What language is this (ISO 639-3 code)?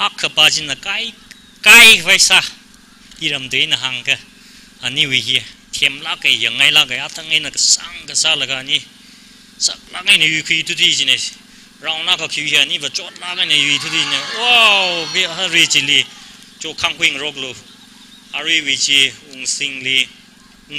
nmf